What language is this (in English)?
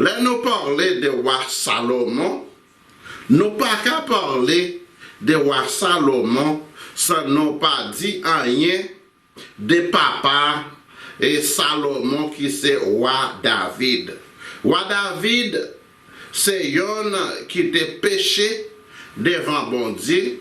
Haitian Creole